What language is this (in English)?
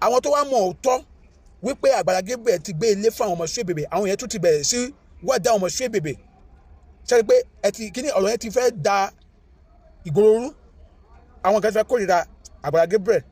Yoruba